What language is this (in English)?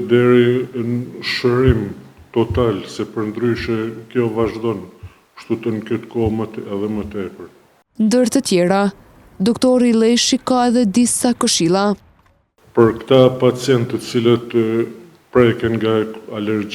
Albanian